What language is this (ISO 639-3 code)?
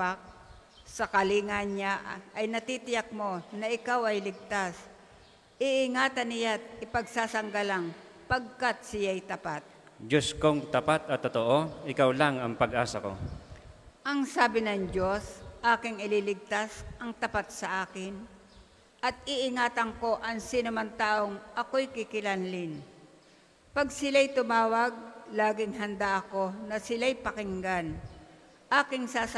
fil